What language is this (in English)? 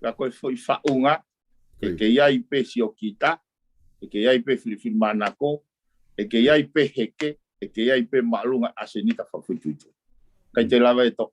Tongan